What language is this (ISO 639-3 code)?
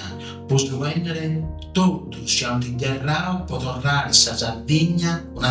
srd